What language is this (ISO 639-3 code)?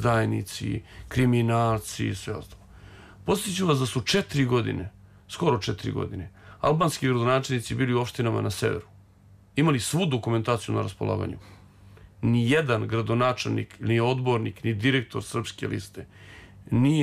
srp